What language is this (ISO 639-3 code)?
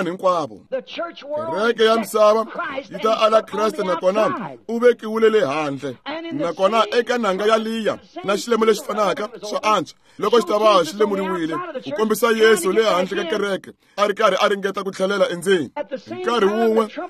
tso